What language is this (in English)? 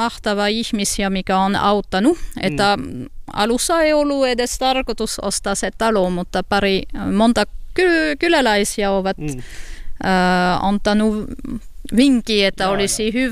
Finnish